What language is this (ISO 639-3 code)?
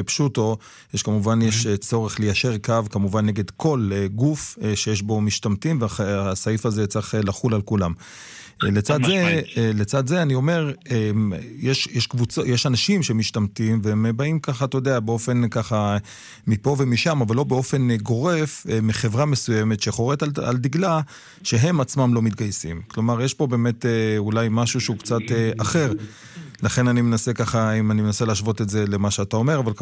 heb